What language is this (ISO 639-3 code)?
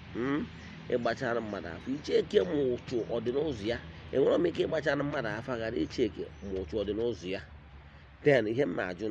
ibo